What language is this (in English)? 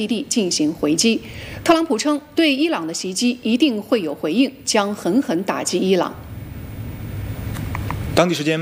Chinese